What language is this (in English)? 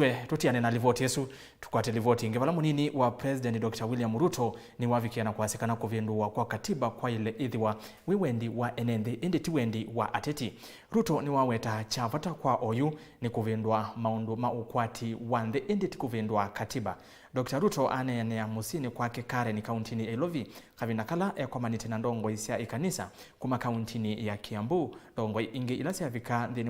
Kamba